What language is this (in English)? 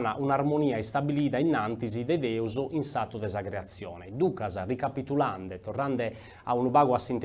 Sardinian